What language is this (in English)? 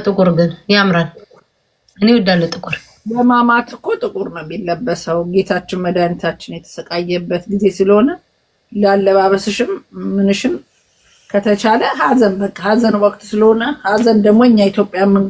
Amharic